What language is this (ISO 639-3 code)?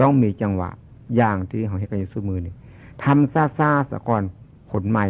tts